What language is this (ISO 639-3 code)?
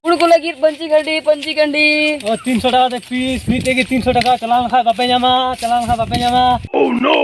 sat